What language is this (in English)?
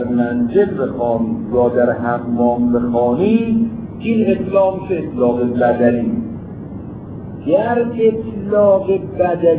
Persian